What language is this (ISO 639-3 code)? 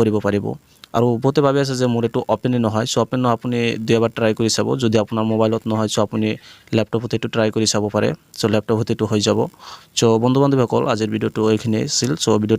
asm